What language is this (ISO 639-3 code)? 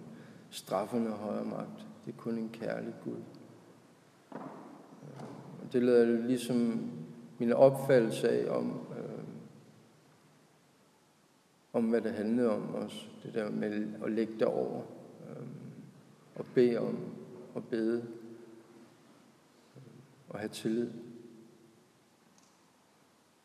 dan